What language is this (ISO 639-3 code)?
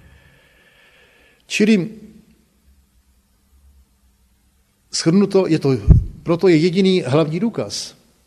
ces